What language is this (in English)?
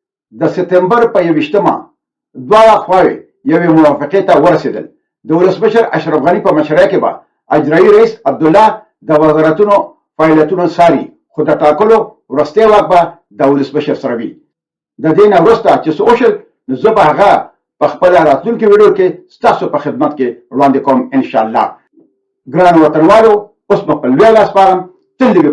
Pashto